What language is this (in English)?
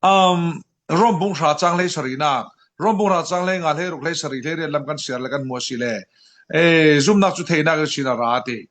Falam Chin